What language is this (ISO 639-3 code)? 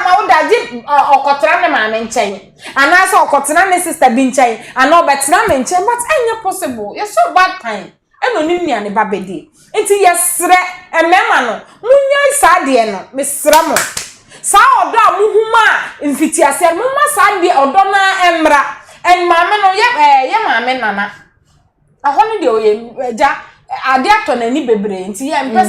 aka